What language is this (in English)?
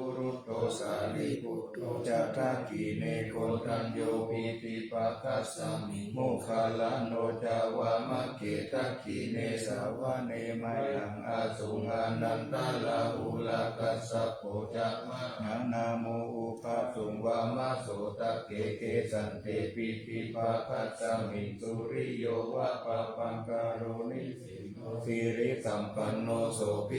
Pali